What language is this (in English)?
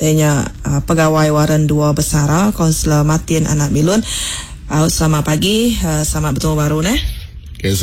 Iban